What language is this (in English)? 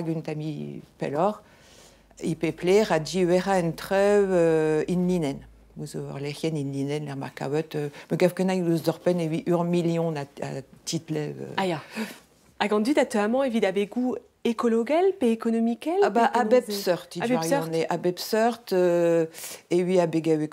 Breton